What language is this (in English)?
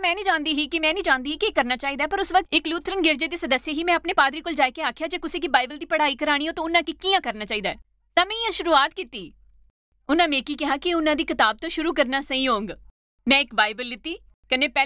Dogri